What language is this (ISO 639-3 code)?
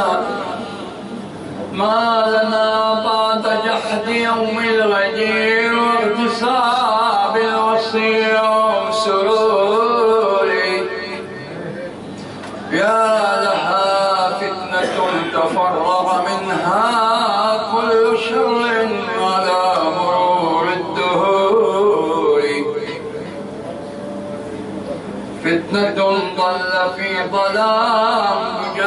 ara